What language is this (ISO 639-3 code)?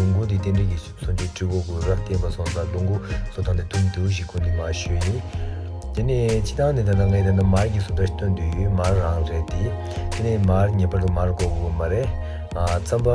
bod